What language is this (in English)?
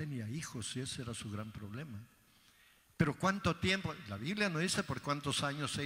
Spanish